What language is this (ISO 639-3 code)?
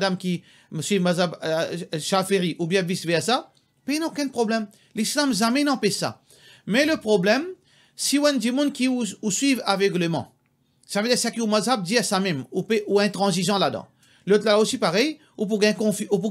mfe